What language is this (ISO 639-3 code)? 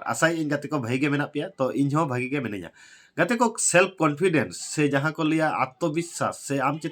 sat